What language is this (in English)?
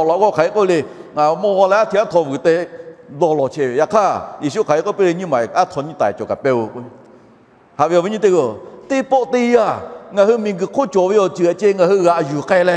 Lahu